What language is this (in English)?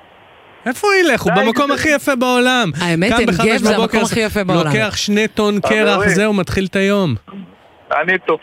Hebrew